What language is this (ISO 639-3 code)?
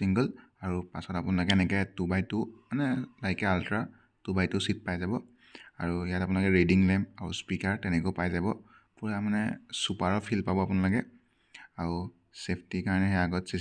asm